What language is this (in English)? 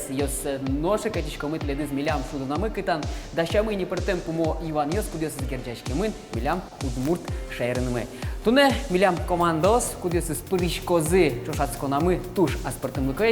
Udmurt